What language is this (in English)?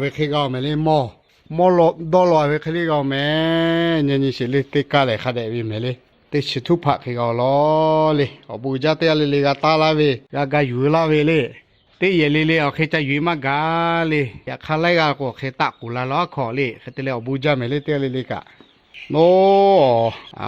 Lahu